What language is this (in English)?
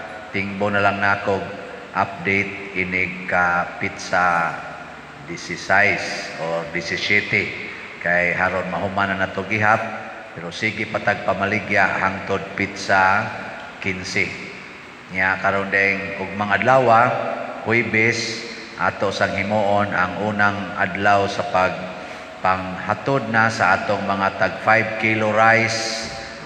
Cebuano